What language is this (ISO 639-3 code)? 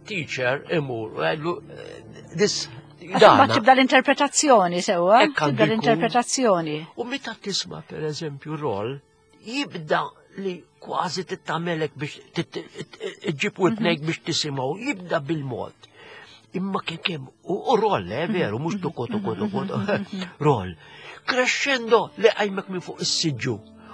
mlt